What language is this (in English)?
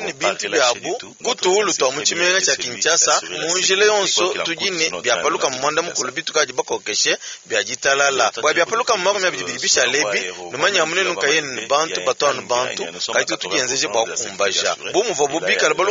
Luba-Lulua